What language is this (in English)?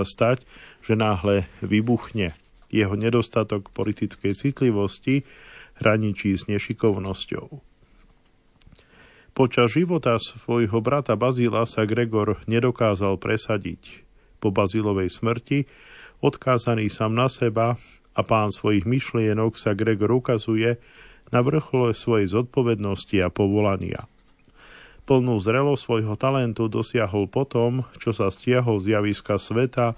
Slovak